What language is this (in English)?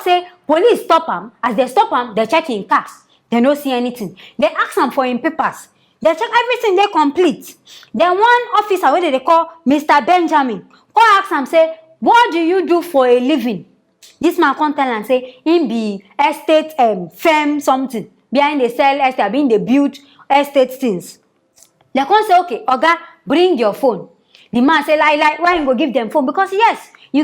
Nigerian Pidgin